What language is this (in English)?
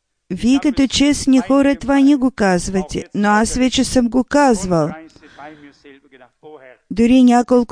Bulgarian